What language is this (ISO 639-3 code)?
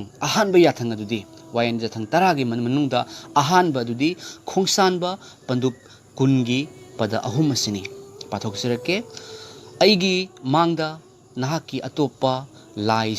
mni